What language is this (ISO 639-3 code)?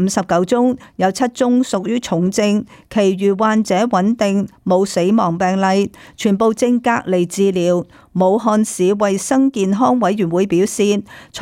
yue